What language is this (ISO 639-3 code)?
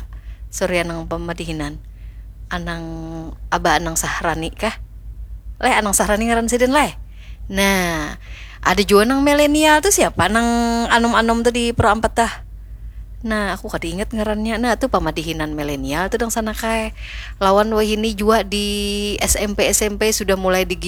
bjn